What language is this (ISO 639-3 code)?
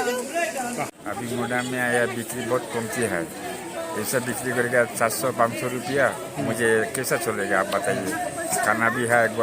kha